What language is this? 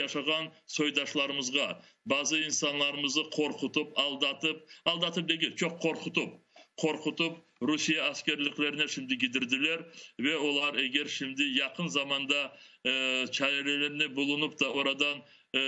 Crimean Tatar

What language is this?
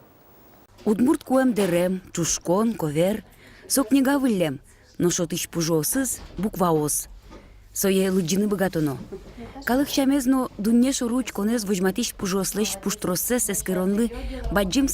Udmurt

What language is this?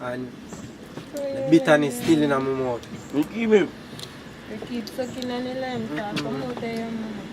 Jamaican Creole English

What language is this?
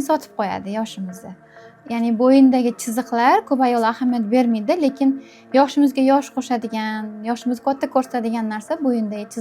Uzbek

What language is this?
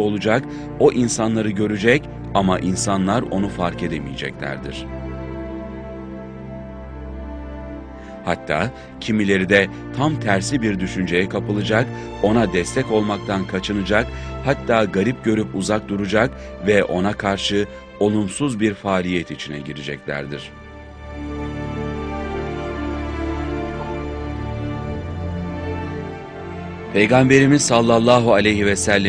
Turkish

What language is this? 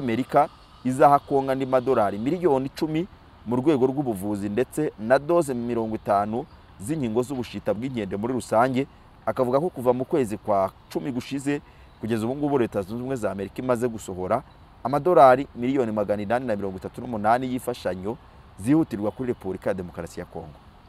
Kinyarwanda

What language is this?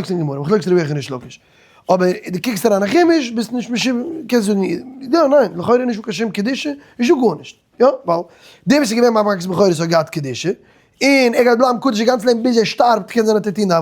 Yiddish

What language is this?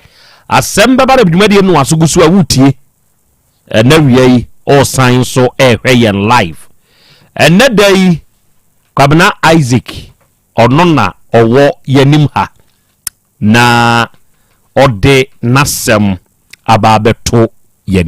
Akan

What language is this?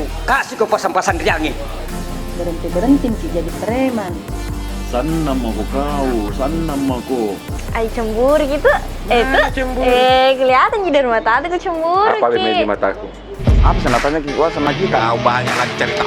Makassar Malay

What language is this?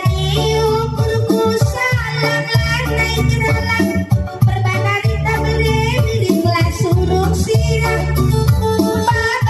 Batak Karo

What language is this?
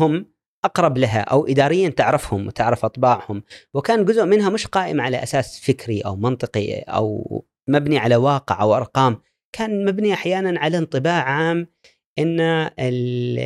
Gulf Arabic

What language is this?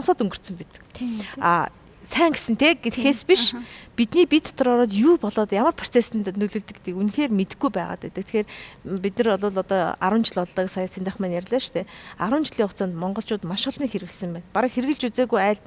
Mongolian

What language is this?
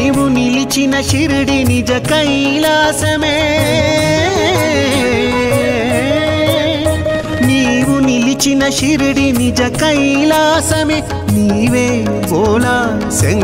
Telugu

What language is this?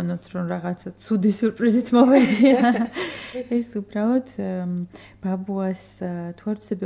Georgian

